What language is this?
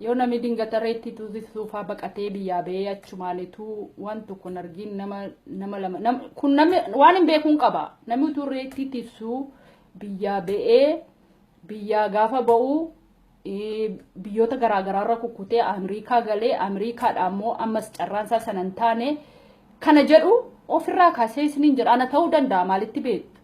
Oromo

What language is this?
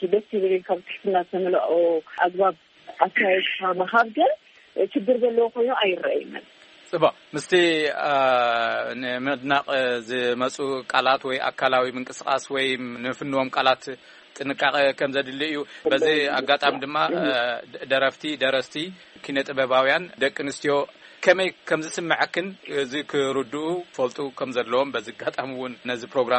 Tigrinya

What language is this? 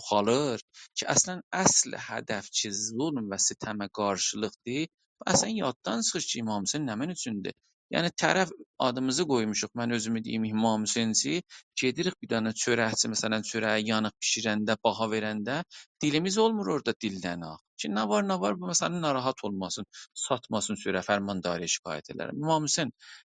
South Azerbaijani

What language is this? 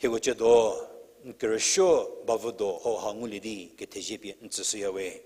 Angami Naga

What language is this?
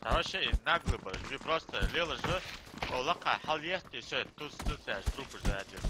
Ingush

